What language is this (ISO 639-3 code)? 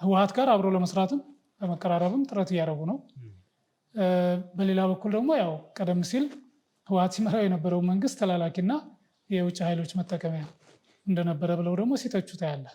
amh